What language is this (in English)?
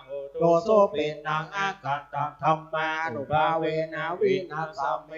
Pali